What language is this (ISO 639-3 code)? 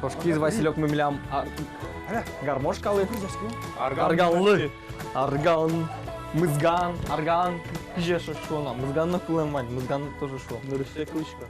udm